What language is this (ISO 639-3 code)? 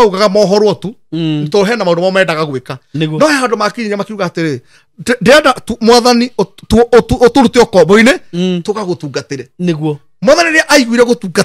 kik